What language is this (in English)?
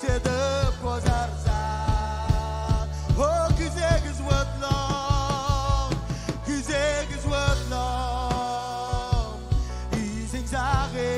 Marshallese